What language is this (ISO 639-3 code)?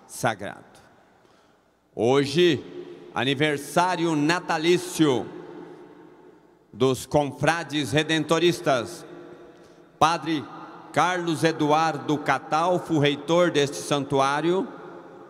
por